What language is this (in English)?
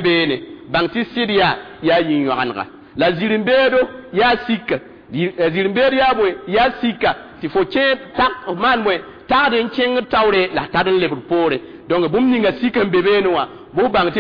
Mossi